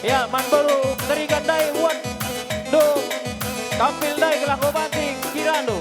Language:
Batak Karo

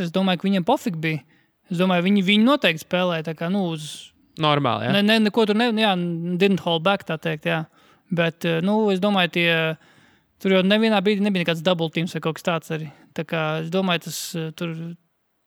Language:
Latvian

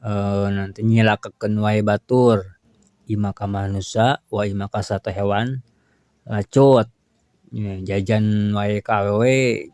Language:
Sundanese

